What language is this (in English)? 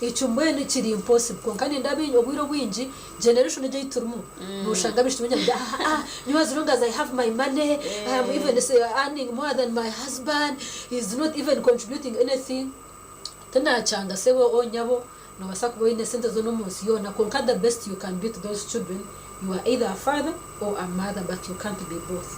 Nyankole